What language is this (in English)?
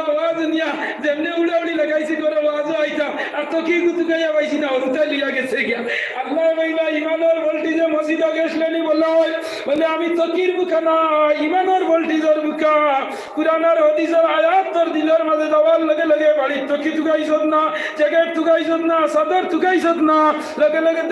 Sylheti